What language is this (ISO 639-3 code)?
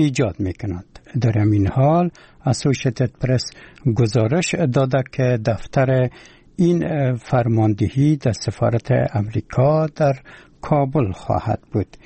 fas